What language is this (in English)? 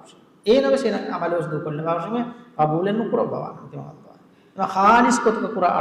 Divehi